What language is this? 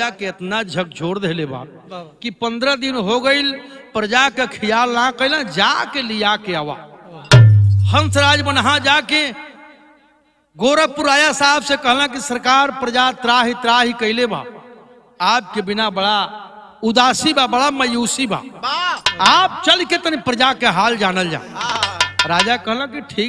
Bhojpuri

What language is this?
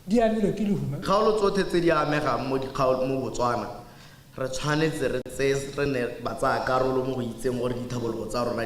Tswana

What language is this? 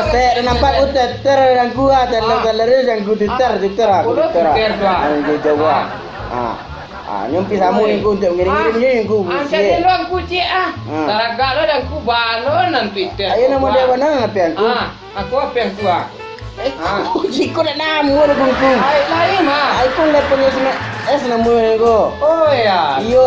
Minangkabau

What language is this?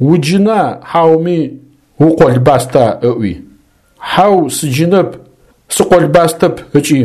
Adyghe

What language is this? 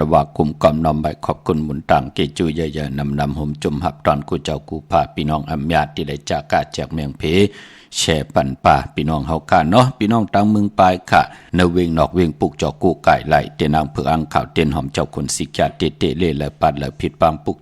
Shan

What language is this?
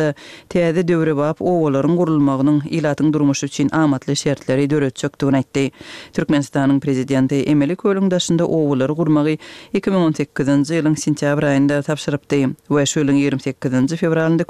Turkmen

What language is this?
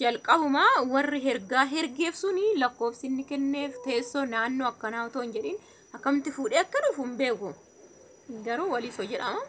Oromo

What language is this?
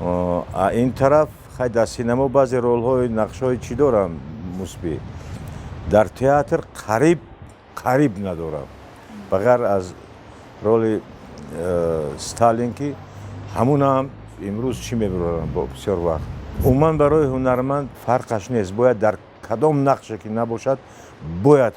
Tajik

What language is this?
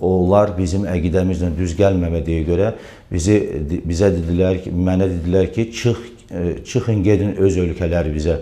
Azerbaijani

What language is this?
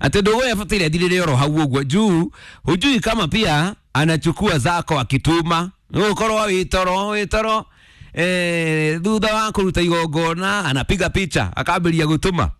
Kikuyu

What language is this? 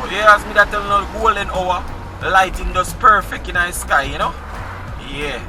Jamaican Creole English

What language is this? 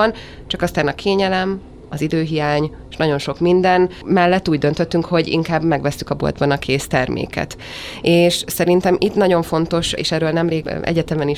Hungarian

